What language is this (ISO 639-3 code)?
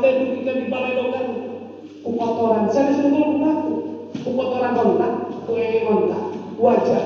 sun